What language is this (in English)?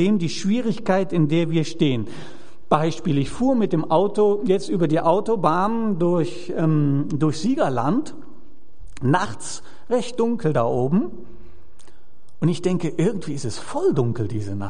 German